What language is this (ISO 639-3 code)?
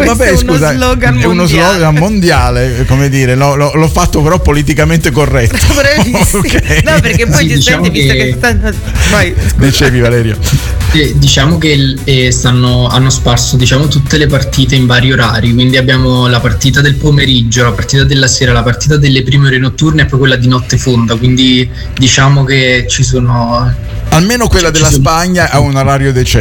ita